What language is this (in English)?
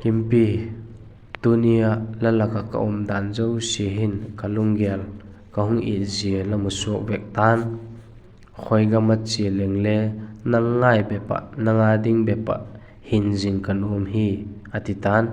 Vaiphei